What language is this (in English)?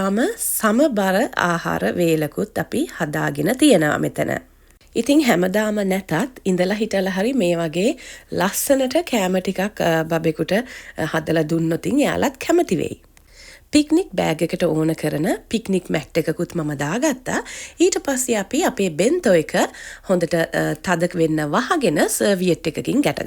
Sinhala